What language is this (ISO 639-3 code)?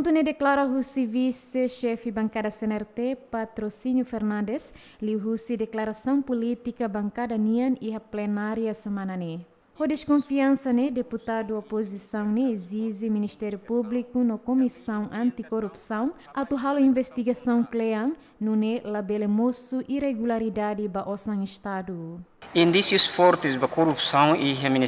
tet